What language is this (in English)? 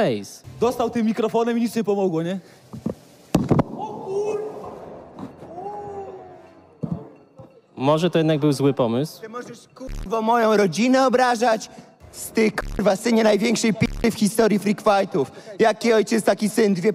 Polish